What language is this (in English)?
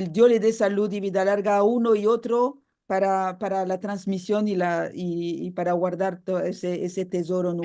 Ladino